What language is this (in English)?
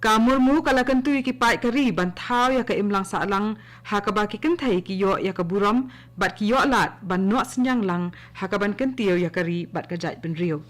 Khasi